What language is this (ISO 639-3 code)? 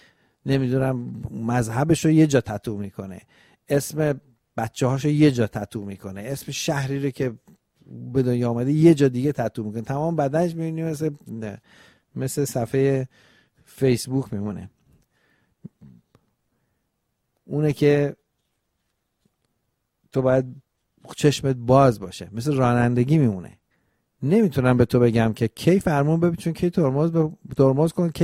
fas